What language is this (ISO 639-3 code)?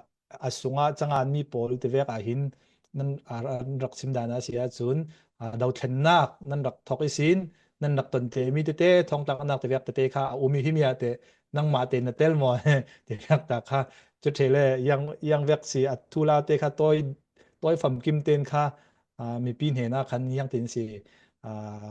cfm